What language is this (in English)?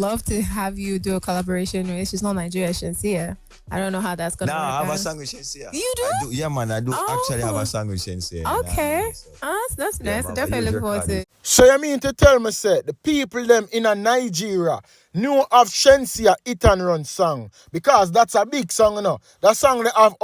Jamaican Creole English